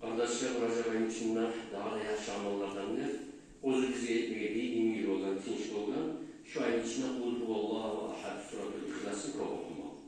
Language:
Kumyk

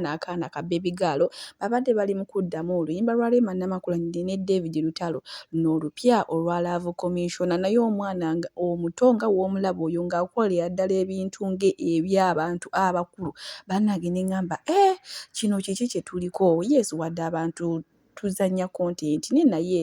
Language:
Ganda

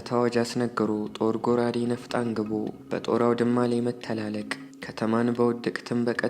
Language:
Amharic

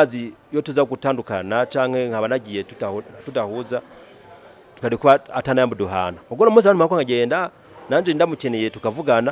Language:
Rundi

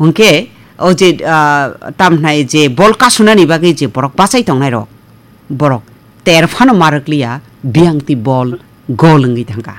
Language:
Kok Borok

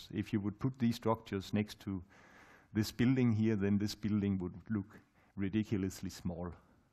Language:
English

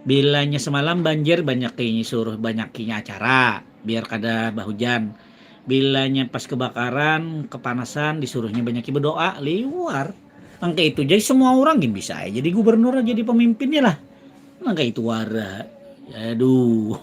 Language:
Banjar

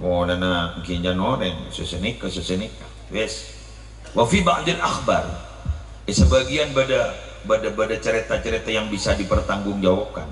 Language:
Madurese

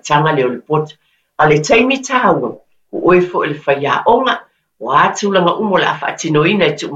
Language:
Samoan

